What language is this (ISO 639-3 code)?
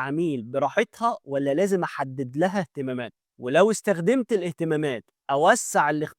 arz